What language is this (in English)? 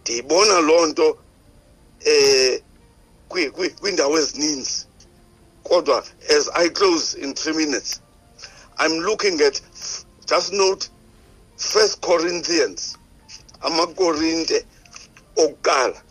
Xhosa